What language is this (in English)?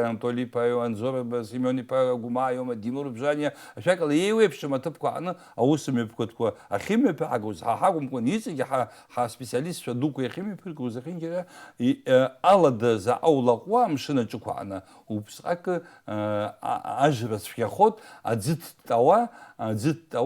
Abkhazian